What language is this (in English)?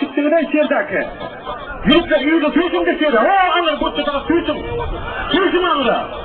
Turkmen